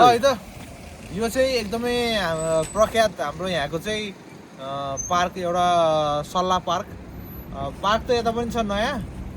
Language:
Nepali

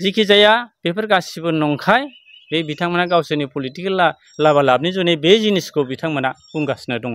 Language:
Bodo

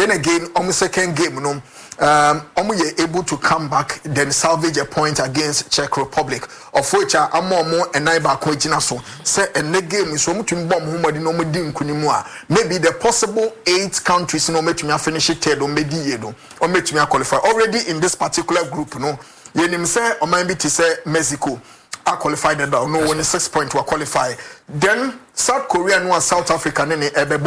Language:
Akan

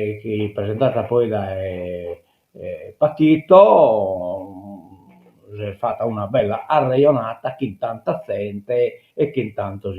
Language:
Sardinian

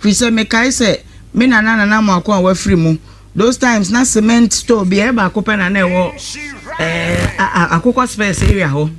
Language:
Akan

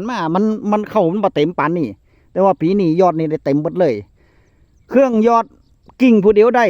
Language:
Northeastern Thai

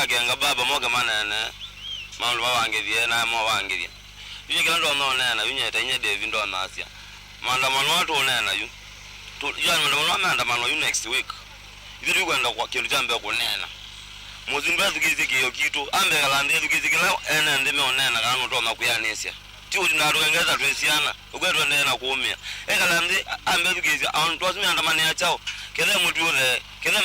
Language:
Kamba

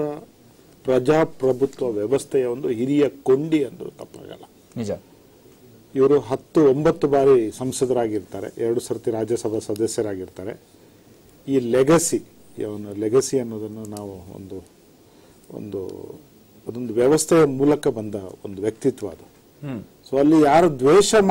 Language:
Kannada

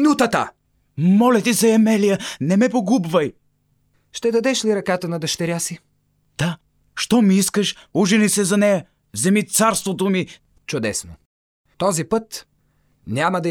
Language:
Bulgarian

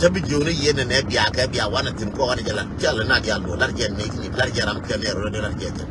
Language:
Nuer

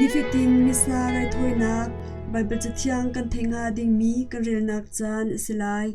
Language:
Hakha Chin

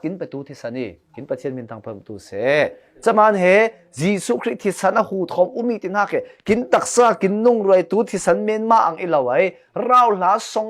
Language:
Falam Chin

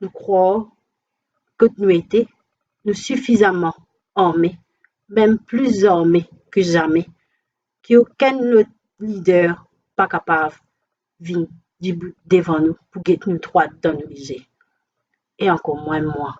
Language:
Morisyen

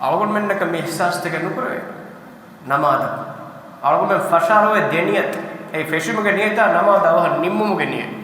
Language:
Divehi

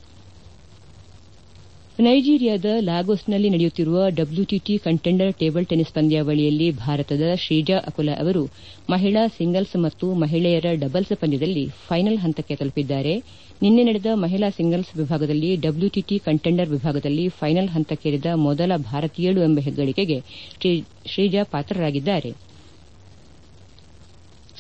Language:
Kannada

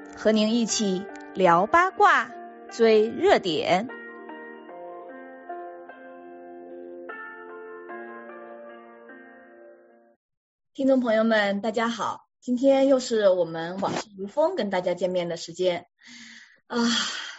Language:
Chinese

